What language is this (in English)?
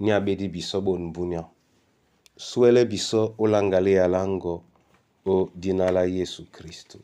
Duala